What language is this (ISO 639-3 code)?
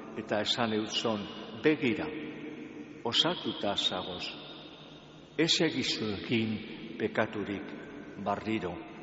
eus